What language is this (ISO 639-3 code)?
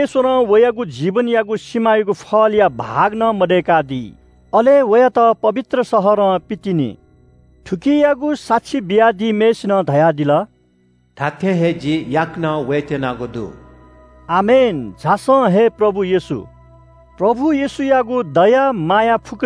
new